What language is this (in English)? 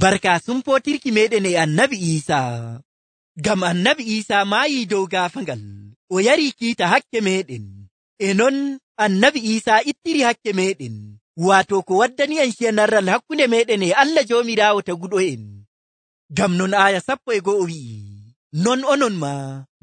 Nigerian Fulfulde